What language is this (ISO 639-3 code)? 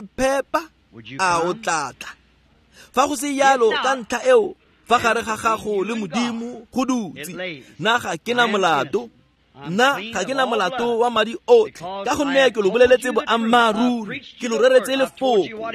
tsn